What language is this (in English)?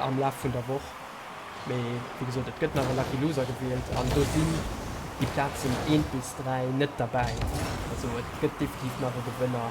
Luxembourgish